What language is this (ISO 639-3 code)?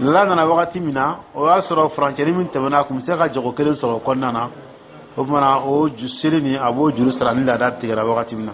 dyu